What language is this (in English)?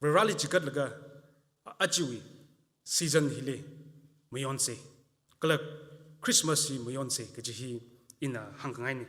Tangkhul Naga (India)